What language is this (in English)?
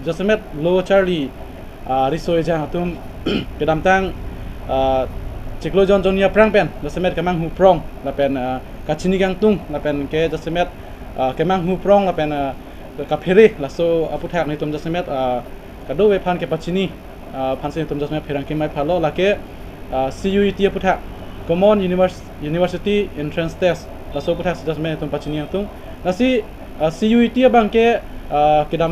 Karbi